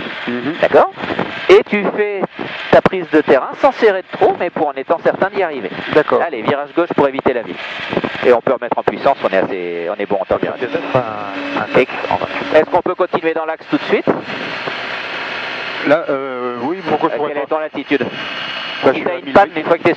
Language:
French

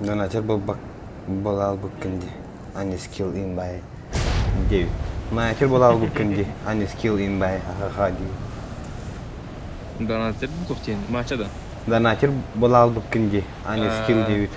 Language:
Yakut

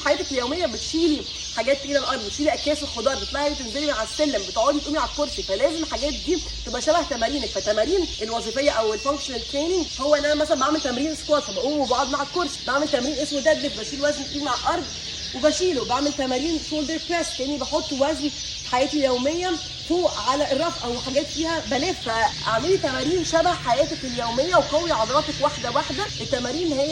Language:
Egyptian Arabic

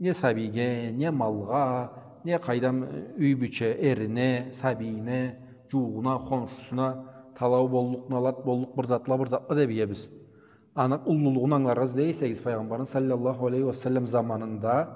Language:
Karachay-Balkar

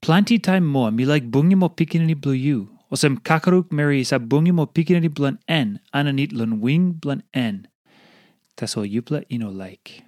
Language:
Tok Pisin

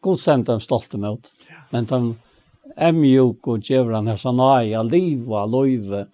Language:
Faroese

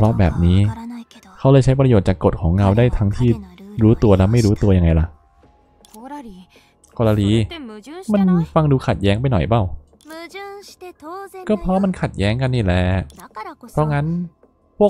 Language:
Thai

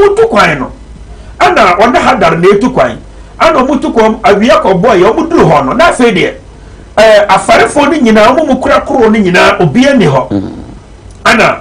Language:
Akan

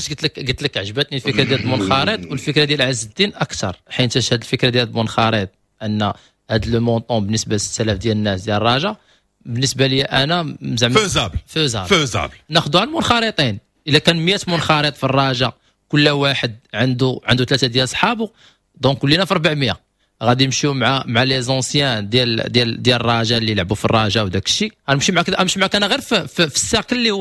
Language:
Moroccan Arabic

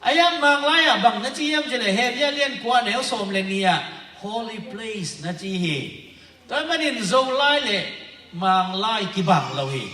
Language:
Tedim Chin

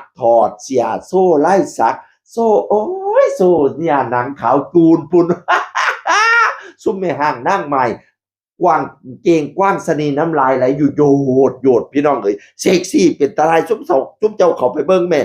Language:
Northeastern Thai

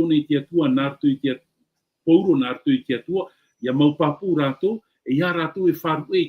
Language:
Tahitian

